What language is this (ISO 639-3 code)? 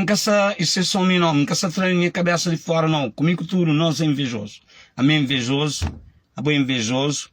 kea